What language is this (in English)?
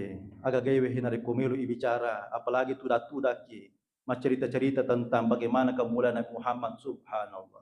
Buginese